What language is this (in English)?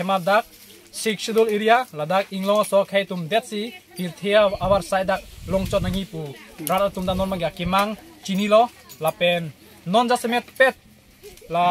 Karbi